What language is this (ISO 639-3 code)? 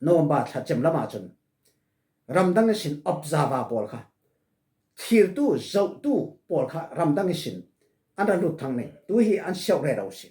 cfm